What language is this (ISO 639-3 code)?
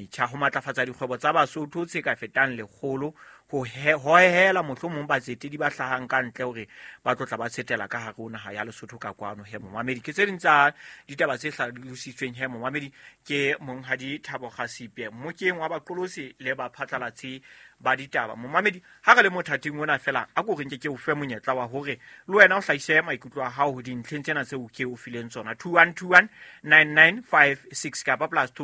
sot